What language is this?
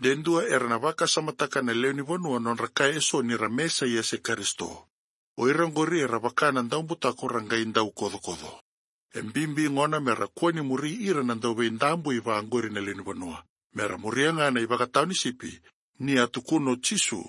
Fijian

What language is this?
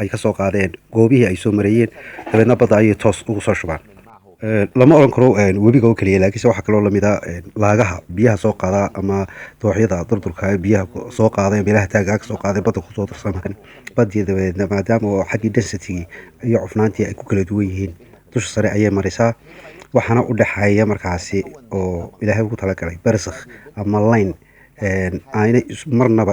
Somali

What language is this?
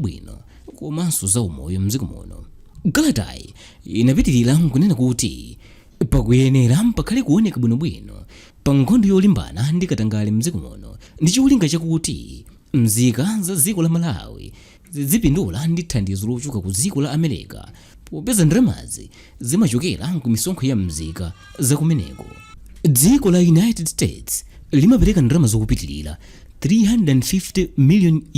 Nyanja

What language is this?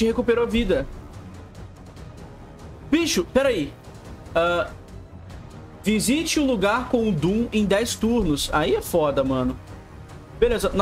Portuguese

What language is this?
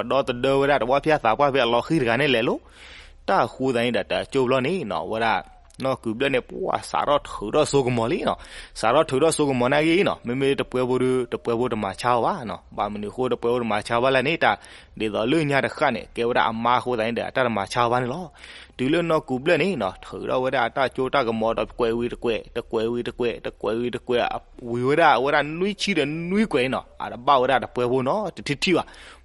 S'gaw Karen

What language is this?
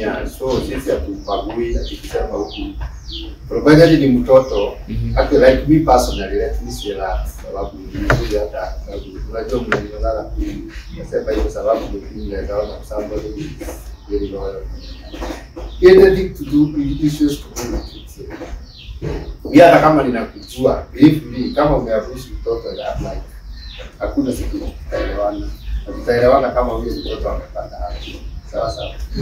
Swahili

